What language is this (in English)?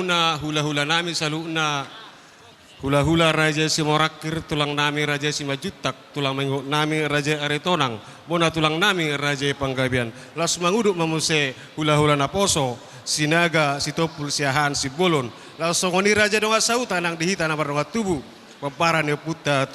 Batak Toba